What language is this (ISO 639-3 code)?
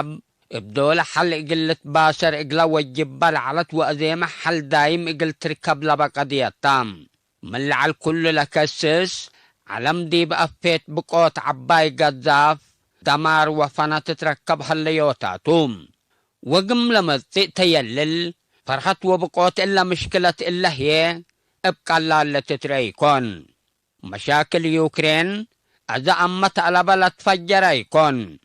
tig